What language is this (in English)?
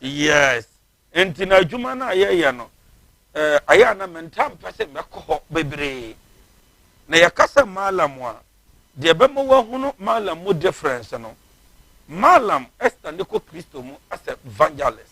Akan